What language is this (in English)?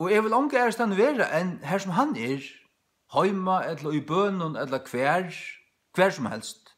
Faroese